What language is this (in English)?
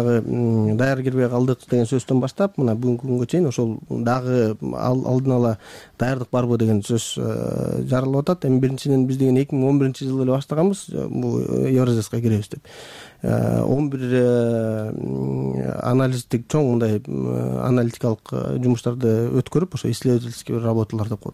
Kyrgyz